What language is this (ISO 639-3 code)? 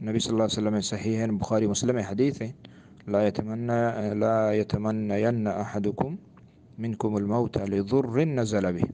bgp